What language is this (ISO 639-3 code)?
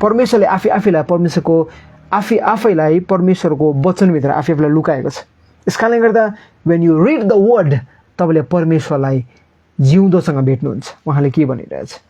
nep